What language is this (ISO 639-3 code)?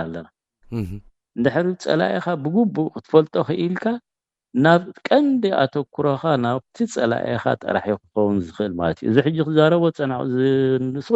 tir